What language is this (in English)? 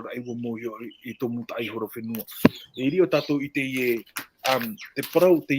Tahitian